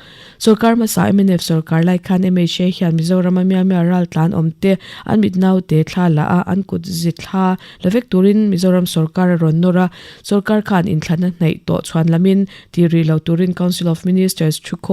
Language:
Mizo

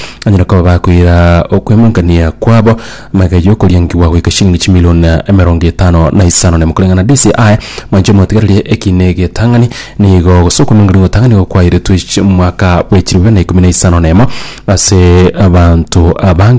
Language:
Gusii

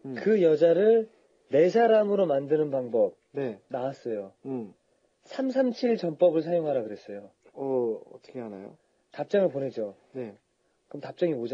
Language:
Korean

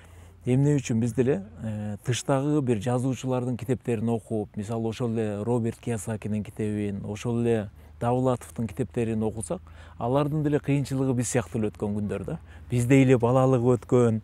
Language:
Kyrgyz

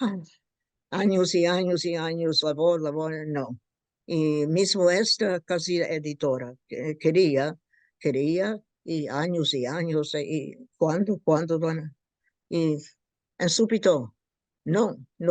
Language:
Ladino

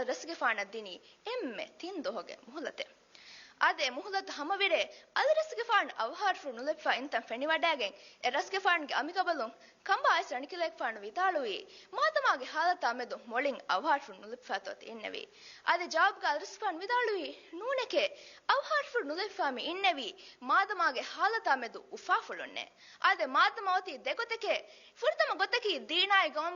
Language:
Divehi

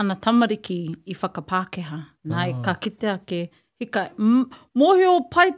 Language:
Māori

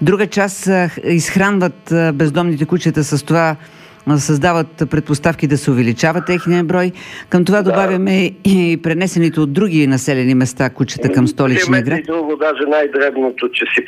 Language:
Bulgarian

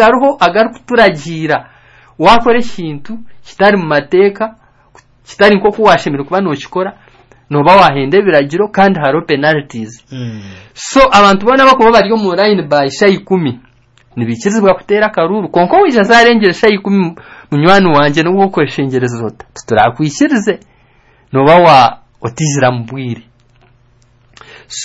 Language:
Kinyarwanda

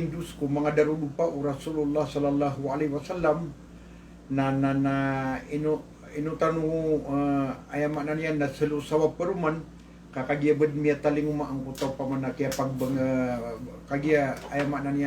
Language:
Maranao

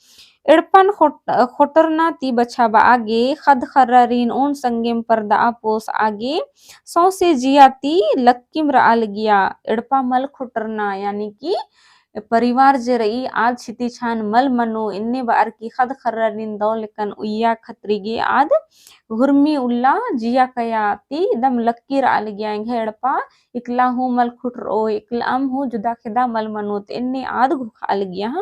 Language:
Kurukh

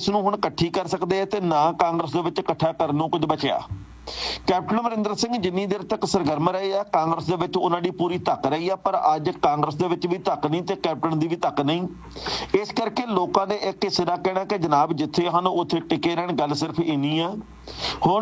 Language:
Punjabi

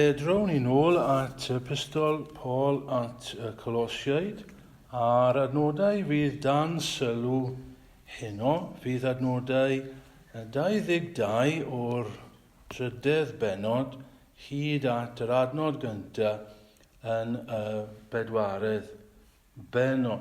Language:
Welsh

